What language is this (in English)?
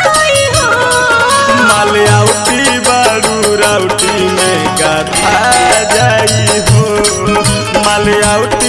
Bhojpuri